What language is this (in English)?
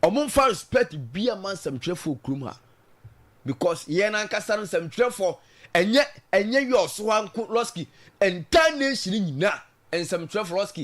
Akan